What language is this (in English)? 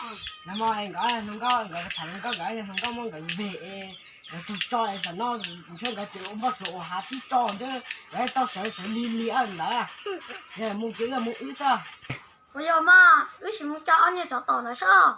Hmong